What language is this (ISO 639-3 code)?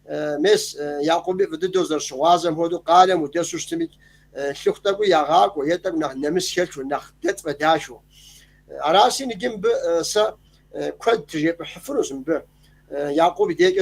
kbd